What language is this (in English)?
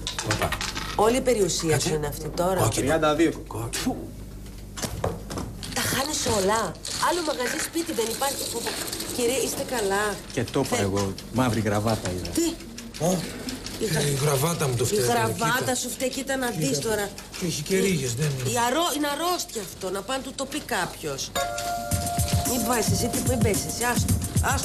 Greek